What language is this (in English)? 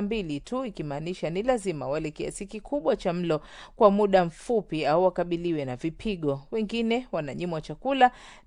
Swahili